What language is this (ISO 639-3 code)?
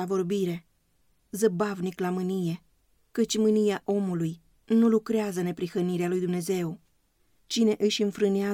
ron